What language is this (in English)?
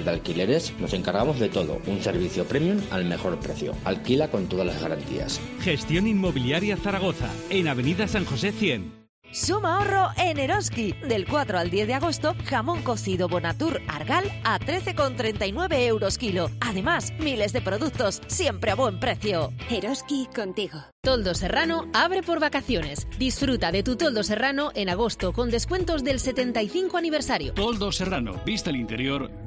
Spanish